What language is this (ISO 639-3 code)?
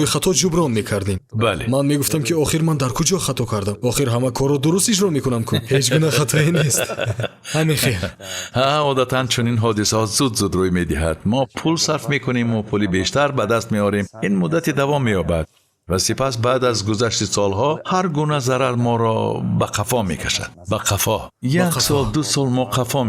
tgk